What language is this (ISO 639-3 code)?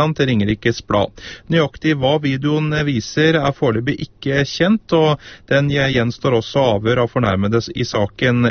nor